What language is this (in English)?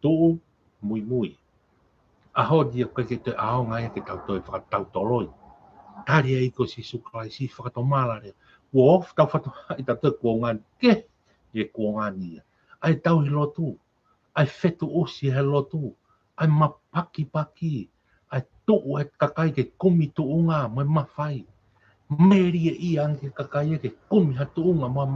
Tongan